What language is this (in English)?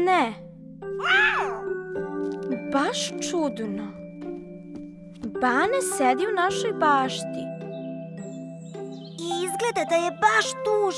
Serbian